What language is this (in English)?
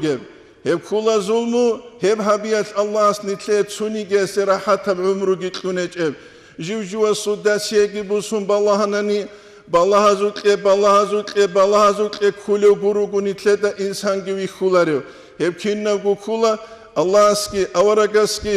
Avaric